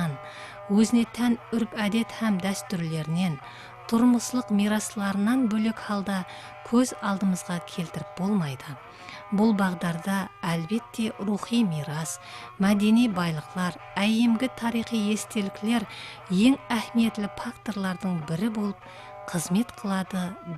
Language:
Kara-Kalpak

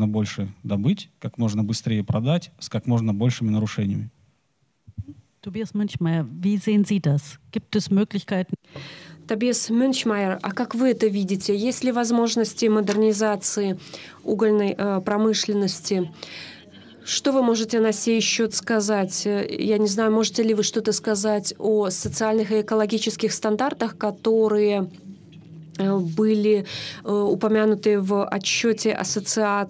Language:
Russian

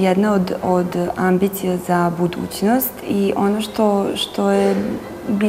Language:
Serbian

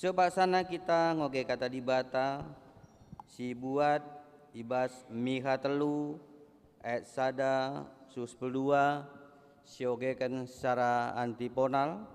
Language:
Batak Karo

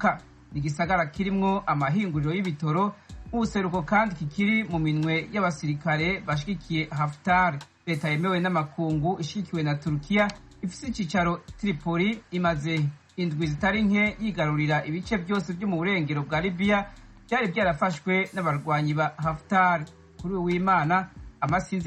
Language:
Rundi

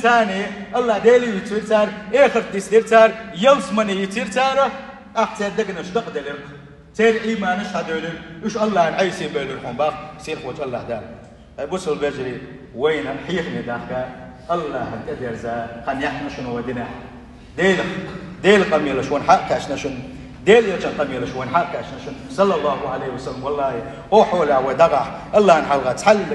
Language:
Chechen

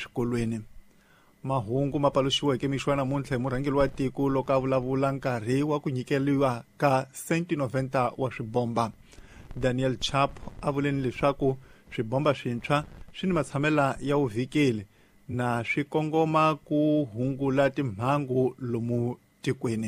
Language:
Tsonga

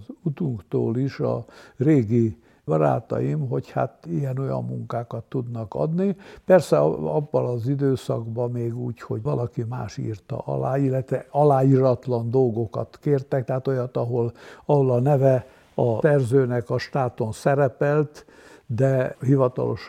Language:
Hungarian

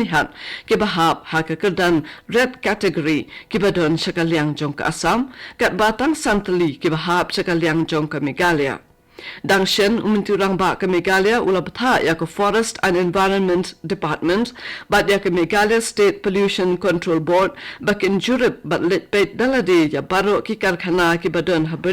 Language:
Khasi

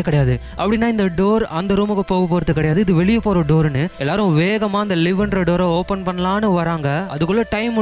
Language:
Tamil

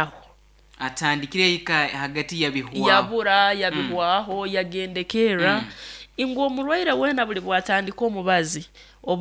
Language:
Nyoro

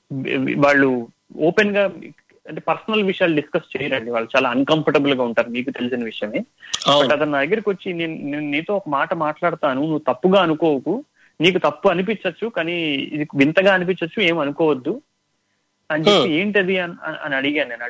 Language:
Telugu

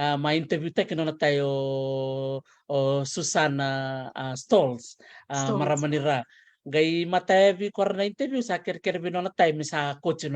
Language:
Fijian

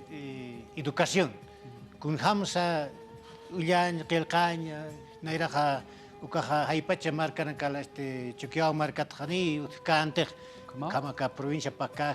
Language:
Aymara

